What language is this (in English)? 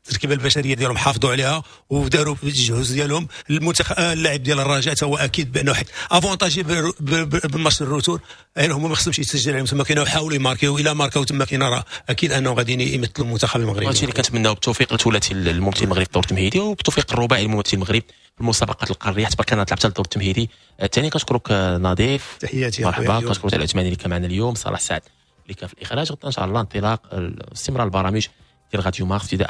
Moroccan Arabic